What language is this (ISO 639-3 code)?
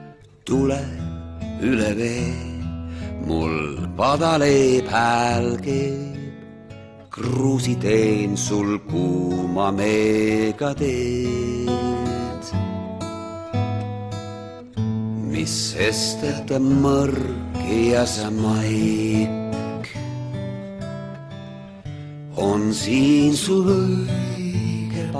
est